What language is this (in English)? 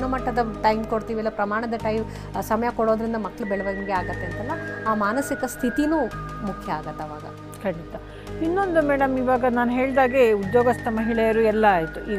Kannada